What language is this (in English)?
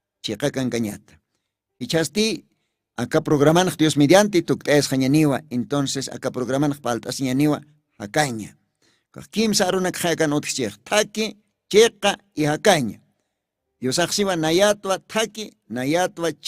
Aymara